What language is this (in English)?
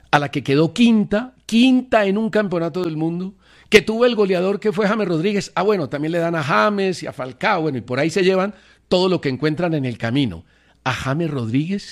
Spanish